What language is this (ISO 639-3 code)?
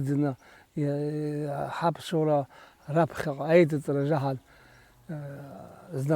abk